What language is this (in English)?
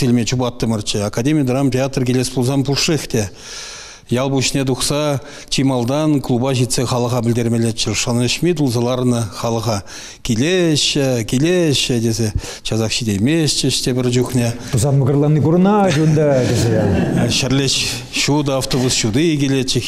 Chuvash